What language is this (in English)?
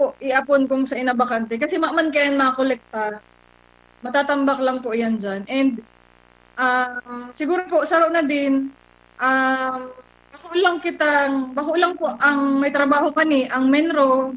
Bikol